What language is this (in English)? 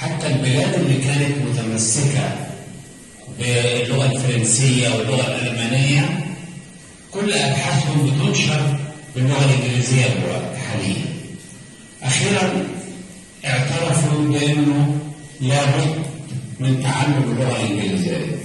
Egyptian Arabic